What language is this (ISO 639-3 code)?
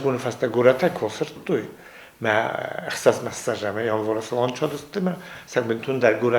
oss